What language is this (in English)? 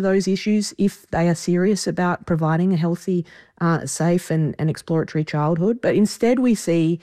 English